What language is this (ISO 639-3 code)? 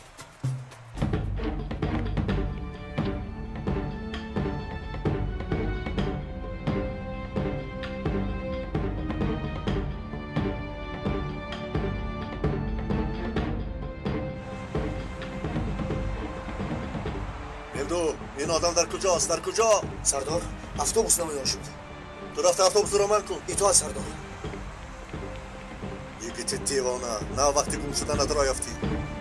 tgk